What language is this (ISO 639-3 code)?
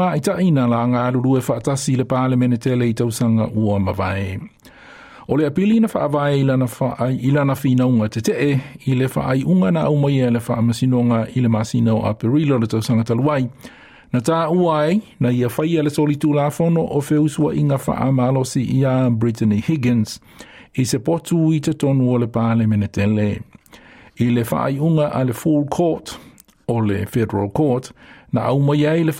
smo